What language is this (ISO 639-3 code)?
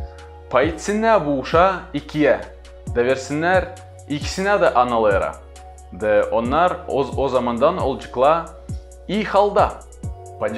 gag